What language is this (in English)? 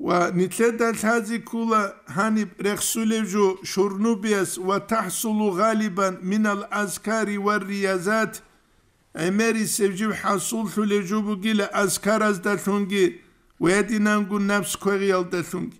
Avaric